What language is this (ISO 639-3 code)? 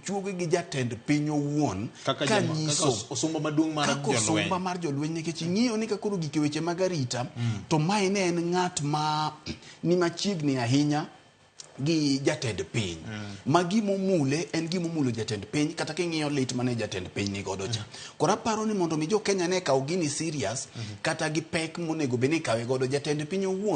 luo